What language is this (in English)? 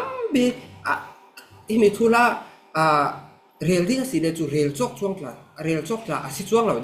Falam Chin